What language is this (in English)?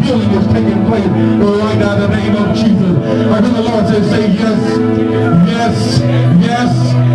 English